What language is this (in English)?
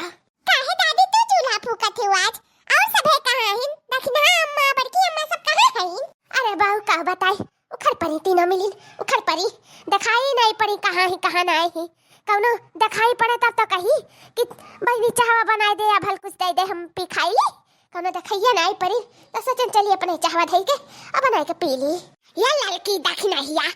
Awadhi